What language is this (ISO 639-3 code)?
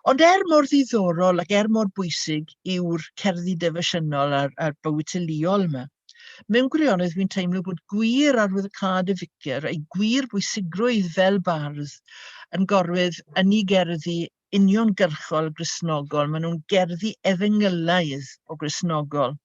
cym